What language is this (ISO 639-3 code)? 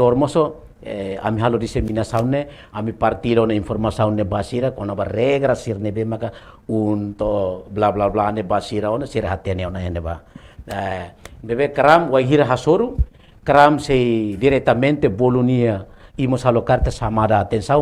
tet